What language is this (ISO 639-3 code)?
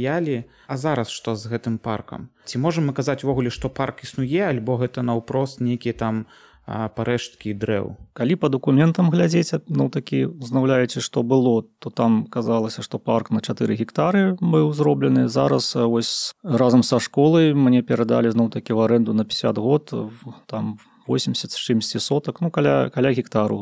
bel